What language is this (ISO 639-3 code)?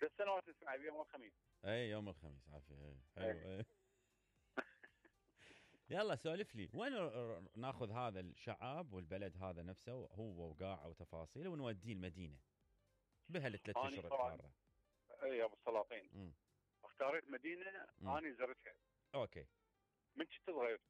acm